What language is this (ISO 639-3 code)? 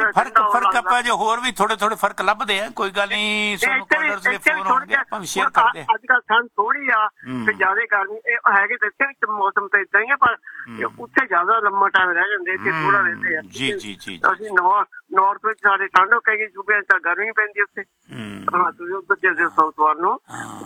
pan